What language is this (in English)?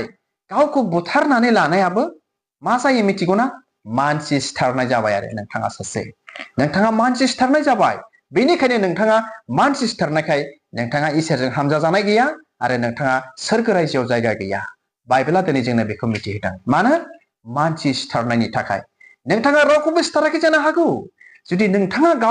Bodo